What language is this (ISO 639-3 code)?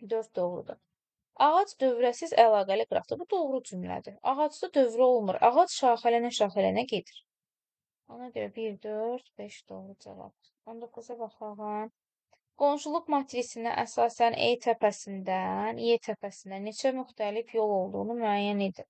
aze